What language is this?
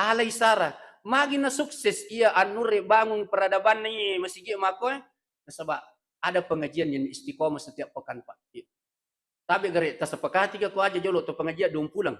Buginese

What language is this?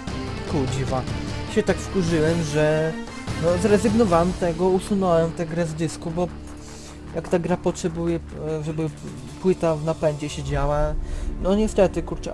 Polish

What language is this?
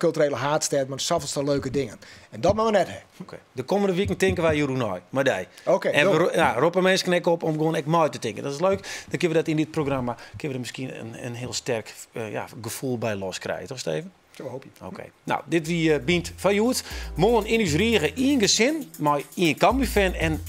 Western Frisian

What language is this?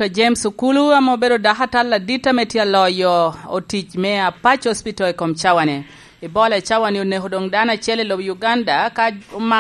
Lango (Uganda)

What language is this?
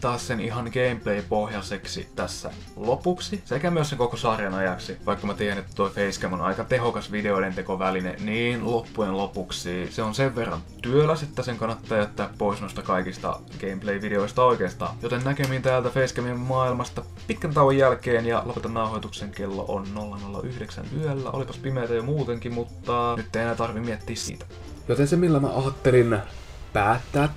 Finnish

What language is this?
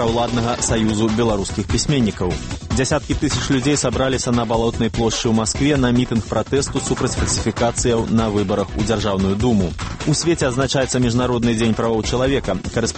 Belarusian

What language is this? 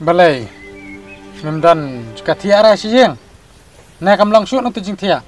Khasi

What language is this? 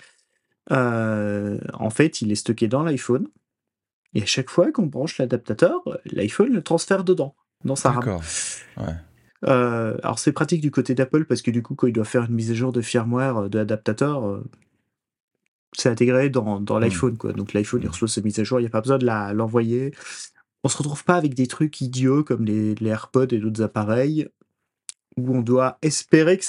French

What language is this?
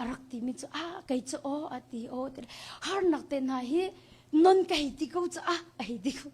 Hakha Chin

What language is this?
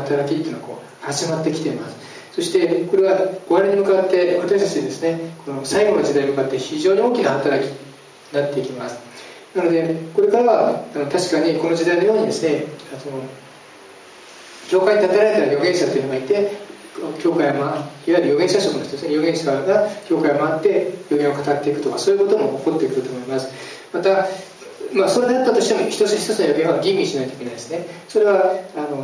Japanese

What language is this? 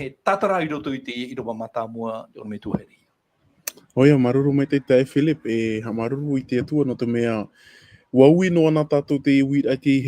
Tahitian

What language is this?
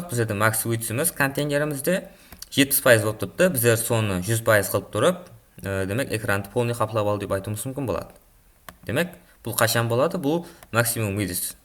Kara-Kalpak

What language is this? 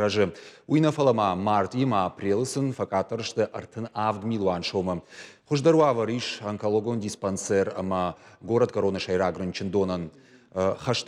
Ossetic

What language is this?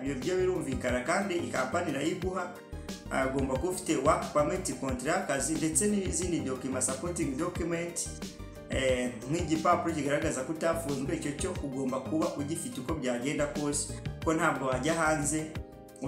Kinyarwanda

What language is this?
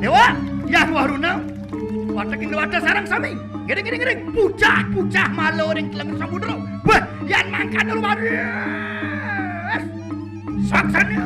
Balinese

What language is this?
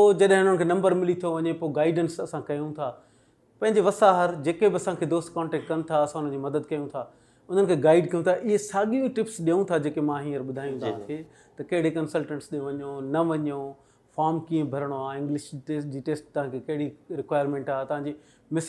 Sindhi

